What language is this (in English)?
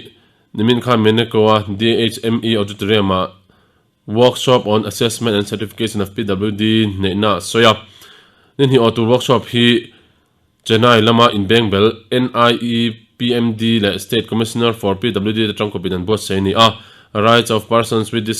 Mizo